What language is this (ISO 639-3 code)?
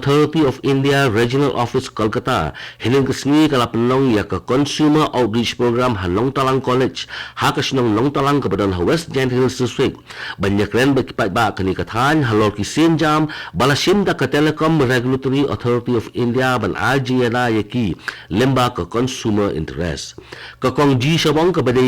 kha